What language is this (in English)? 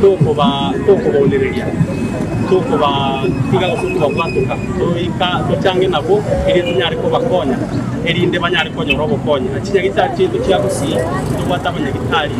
Gusii